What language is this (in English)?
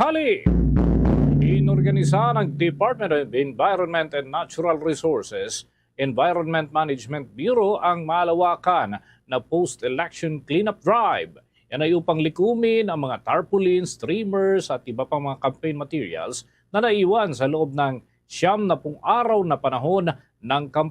Hiligaynon